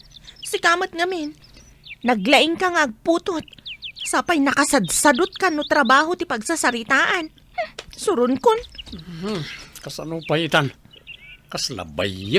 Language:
Iloko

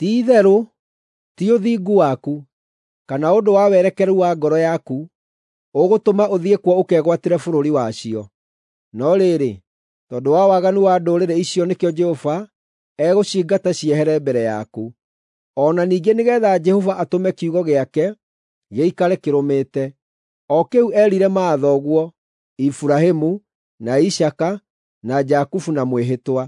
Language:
Kikuyu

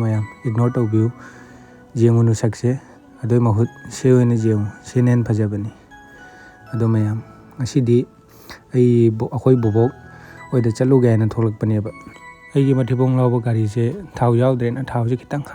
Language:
Manipuri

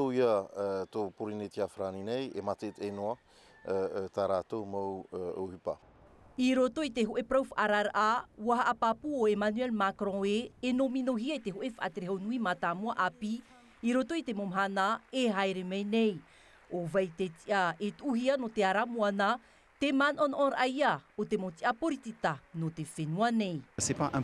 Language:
Tahitian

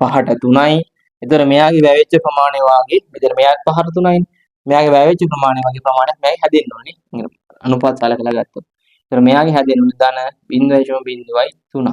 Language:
Sinhala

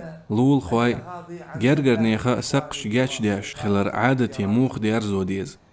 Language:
Chechen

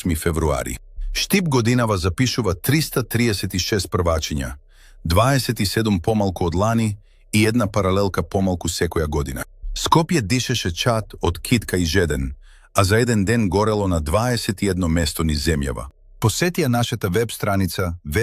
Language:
Macedonian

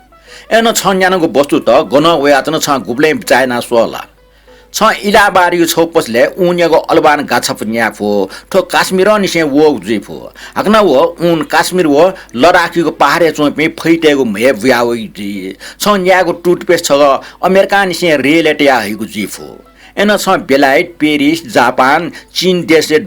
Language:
Newari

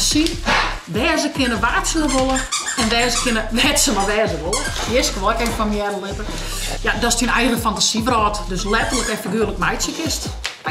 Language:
Western Frisian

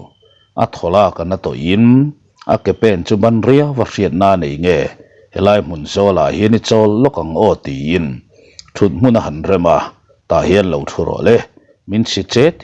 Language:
Mizo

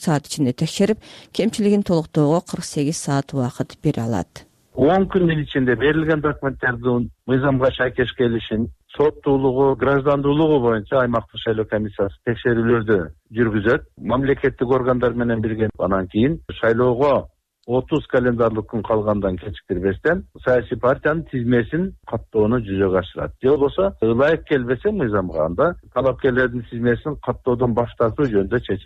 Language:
Kyrgyz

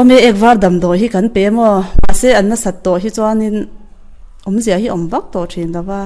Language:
Mizo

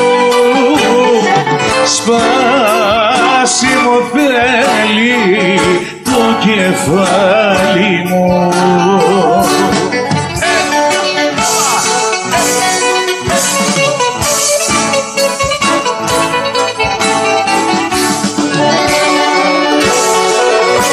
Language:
Greek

